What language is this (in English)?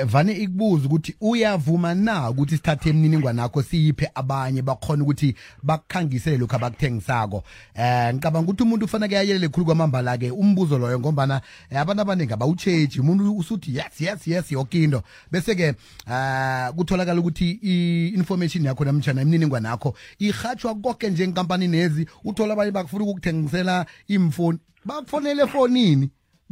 South Ndebele